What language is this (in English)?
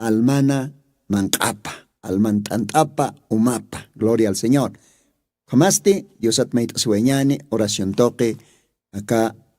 Aymara